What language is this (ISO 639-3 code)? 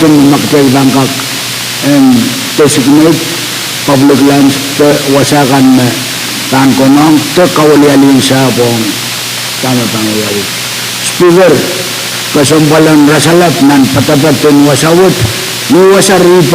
pon